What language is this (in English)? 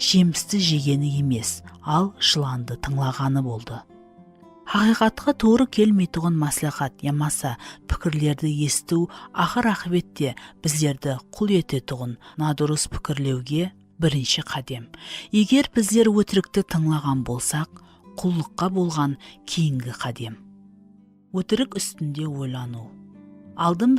Kara-Kalpak